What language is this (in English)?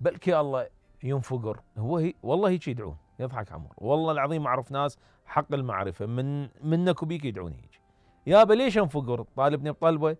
Mesopotamian Arabic